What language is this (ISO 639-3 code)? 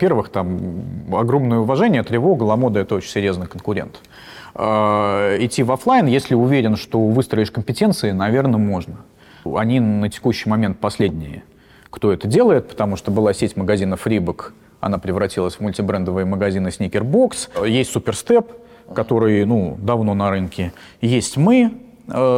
rus